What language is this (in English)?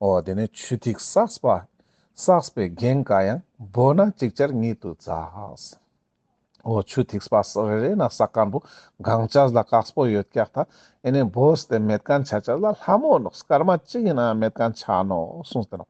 Ladakhi